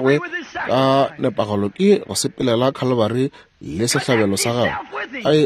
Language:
Northern Sotho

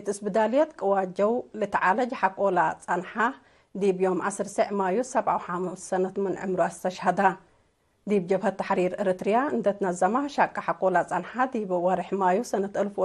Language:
Tigre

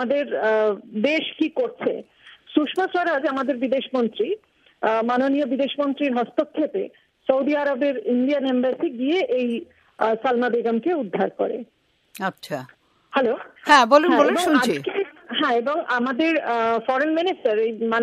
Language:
Bangla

